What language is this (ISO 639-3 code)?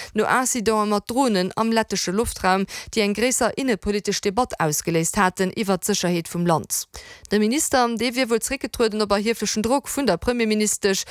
ltz